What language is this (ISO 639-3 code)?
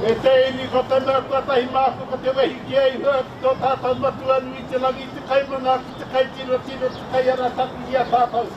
mri